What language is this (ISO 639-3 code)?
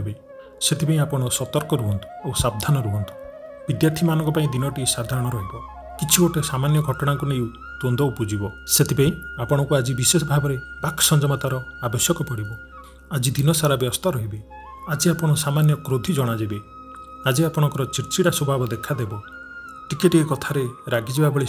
ori